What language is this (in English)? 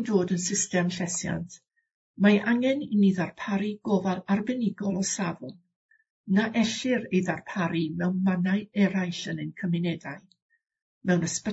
Welsh